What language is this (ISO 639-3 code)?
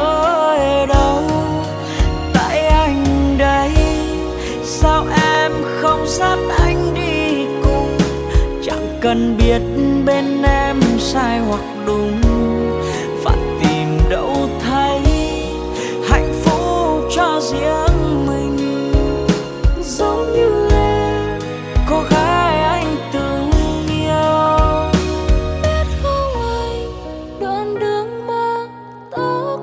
vie